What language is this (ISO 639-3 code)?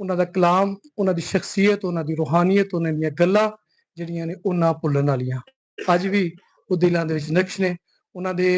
lah